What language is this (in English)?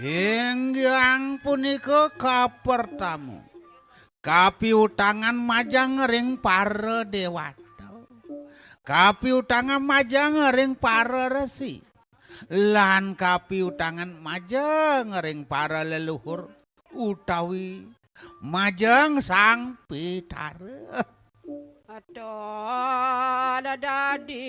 Balinese